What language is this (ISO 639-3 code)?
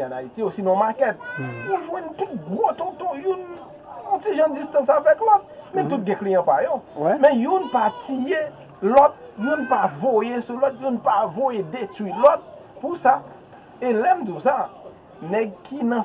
hat